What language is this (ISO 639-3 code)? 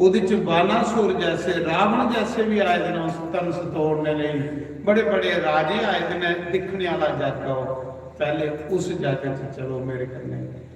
doi